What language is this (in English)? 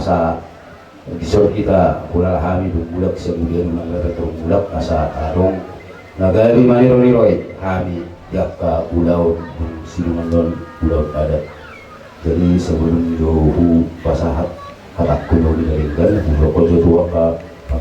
Batak Toba